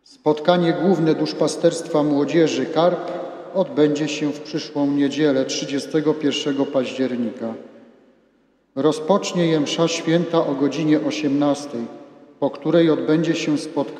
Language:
Polish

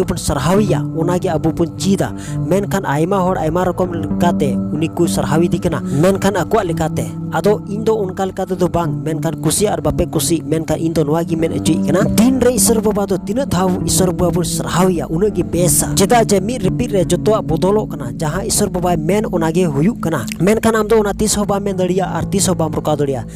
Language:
Santali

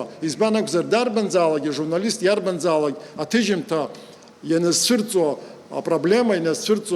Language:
Abkhazian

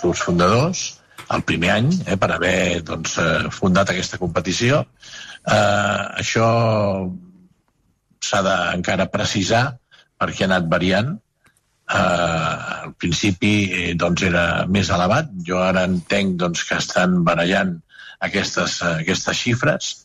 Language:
Catalan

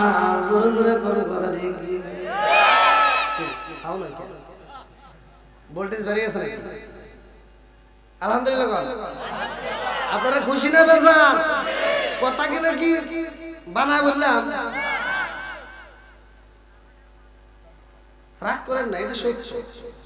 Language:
Bangla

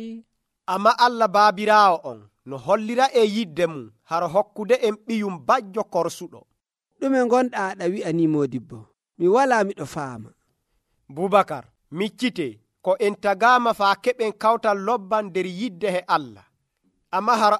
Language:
Nigerian Fulfulde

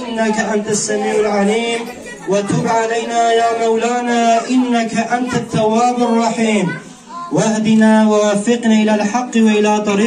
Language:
Kurdish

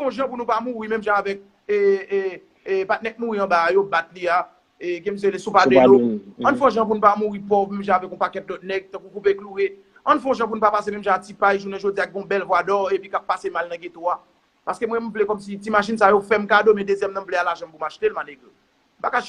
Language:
Haitian Creole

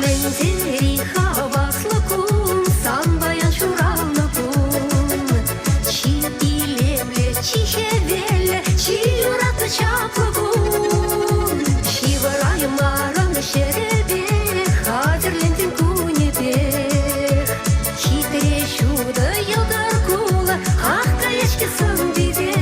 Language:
Chuvash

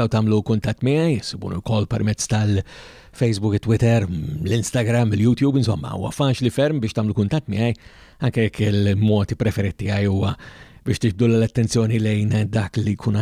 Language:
Maltese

